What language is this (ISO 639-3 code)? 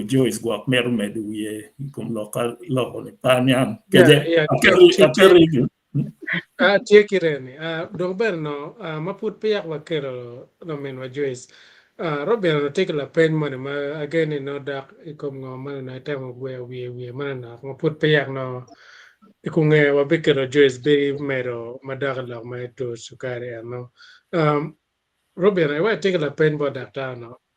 ach